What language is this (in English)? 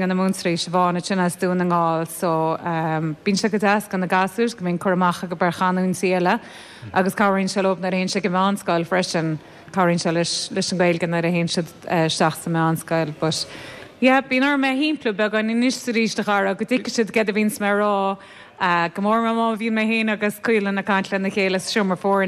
Irish